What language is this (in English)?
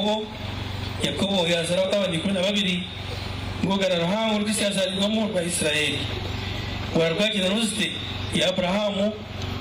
Nyankole